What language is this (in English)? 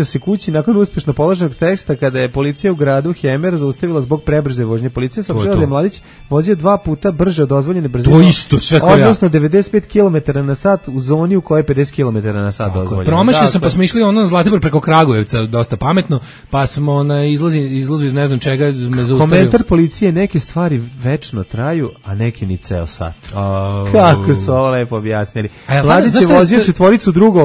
Serbian